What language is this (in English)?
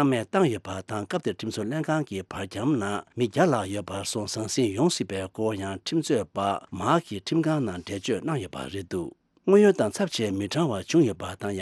Tibetan